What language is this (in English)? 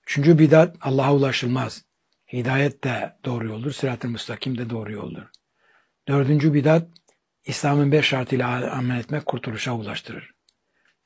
Turkish